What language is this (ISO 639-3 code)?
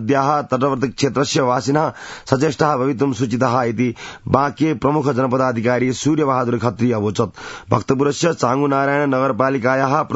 san